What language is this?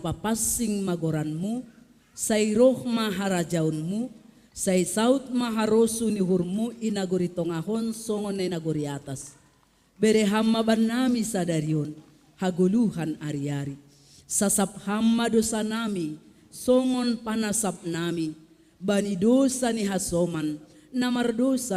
Batak Simalungun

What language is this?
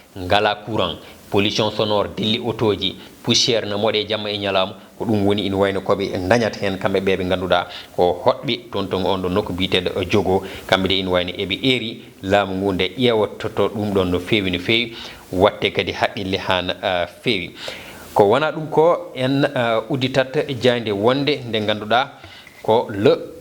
Fula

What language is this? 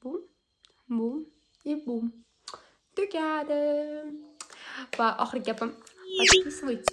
Uzbek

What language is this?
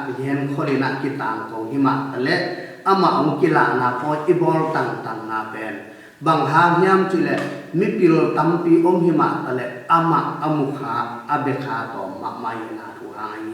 Tedim Chin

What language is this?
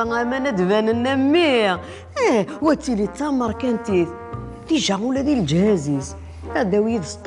Kabyle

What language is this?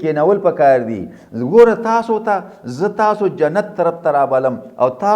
Pashto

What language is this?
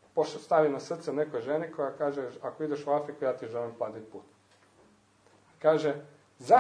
Croatian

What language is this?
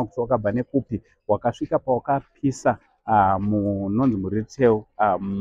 Shona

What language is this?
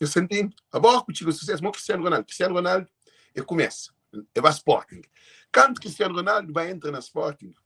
Kabuverdianu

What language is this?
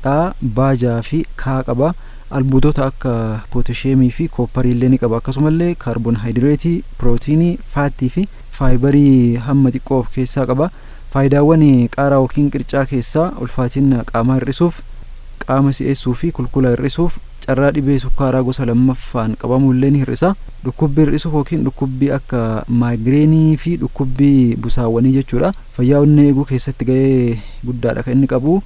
Oromo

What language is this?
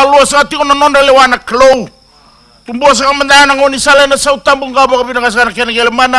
Fijian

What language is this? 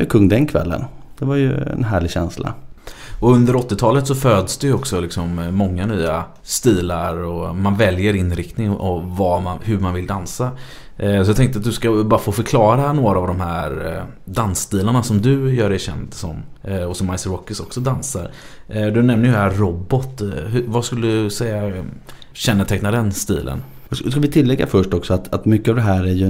Swedish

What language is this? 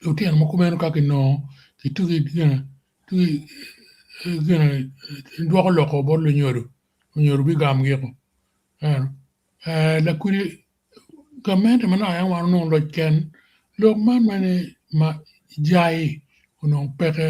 Acoli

